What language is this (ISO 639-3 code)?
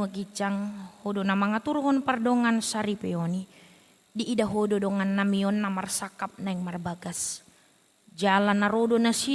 bbc